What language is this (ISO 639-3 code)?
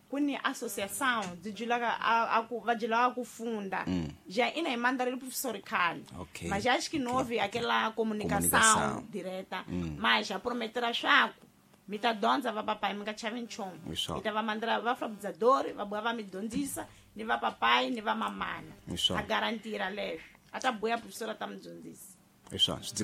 tso